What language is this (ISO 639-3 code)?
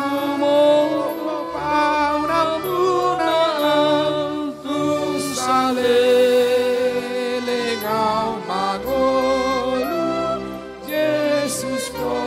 bbc